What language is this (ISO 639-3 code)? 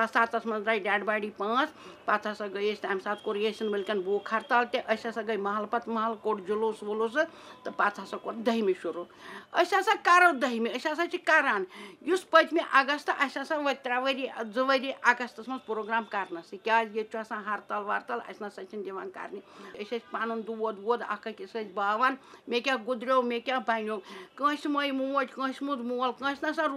kas